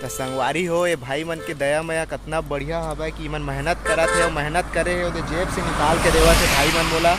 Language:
Chhattisgarhi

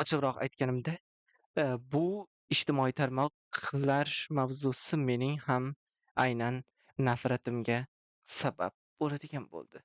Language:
Uzbek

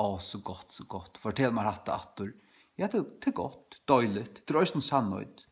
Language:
Faroese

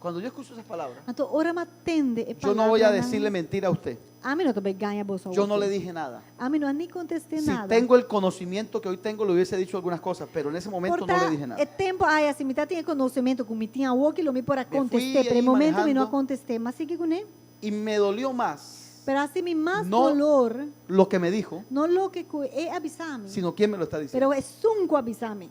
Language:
Papiamento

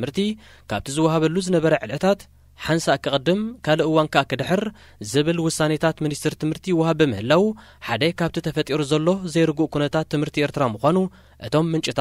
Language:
Tigrinya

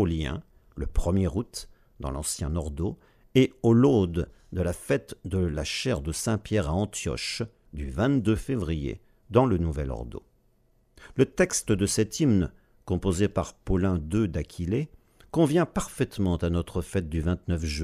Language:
French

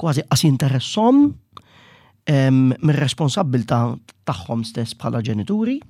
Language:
Maltese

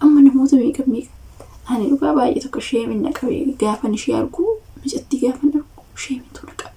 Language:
Oromo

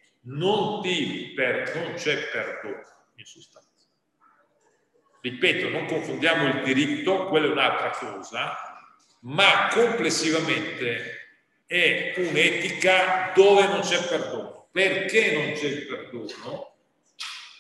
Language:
Italian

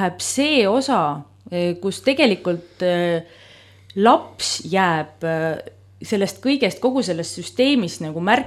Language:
Estonian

